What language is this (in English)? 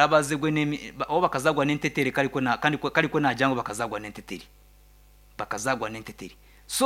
Nyankole